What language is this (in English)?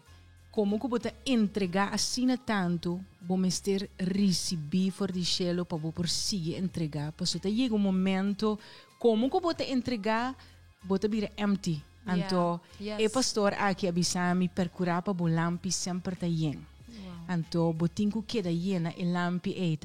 Papiamento